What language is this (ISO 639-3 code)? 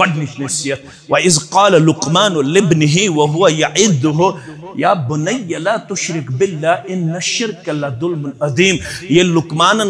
kas